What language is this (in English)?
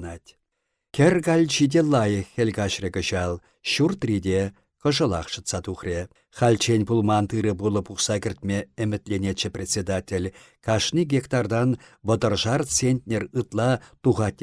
Chuvash